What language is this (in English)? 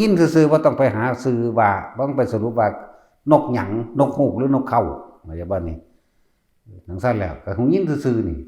Northeastern Thai